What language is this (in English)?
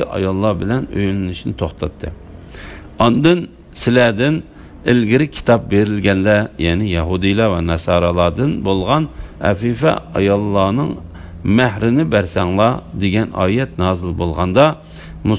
Uyghur